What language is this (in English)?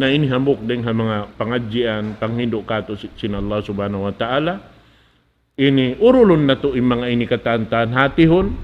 Tausug